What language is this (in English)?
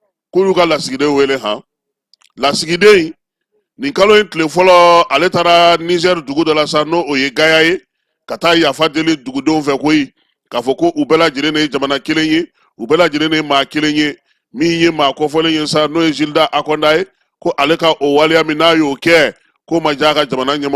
Bambara